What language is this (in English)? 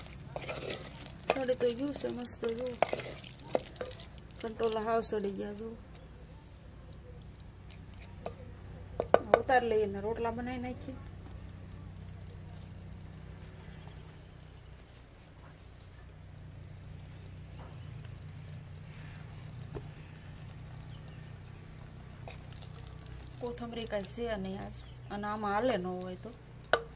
Gujarati